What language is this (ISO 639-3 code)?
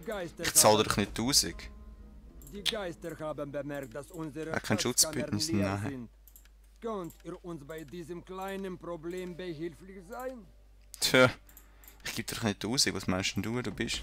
gsw